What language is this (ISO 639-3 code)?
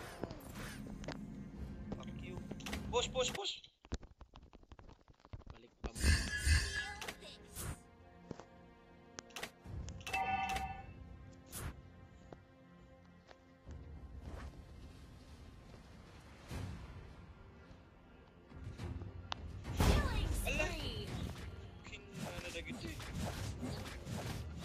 fil